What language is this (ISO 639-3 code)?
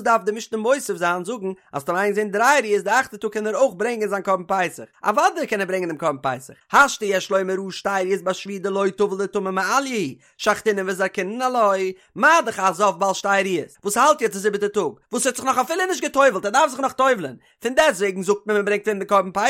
yid